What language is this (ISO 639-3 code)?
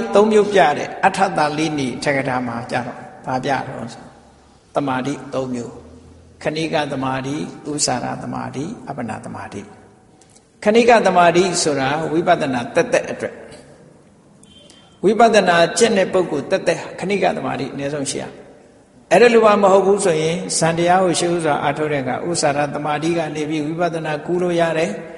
mya